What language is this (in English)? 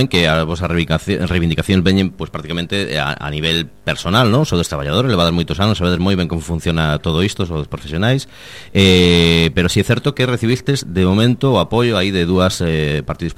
Galician